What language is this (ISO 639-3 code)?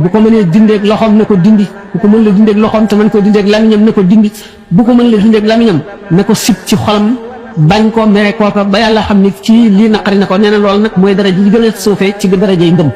wol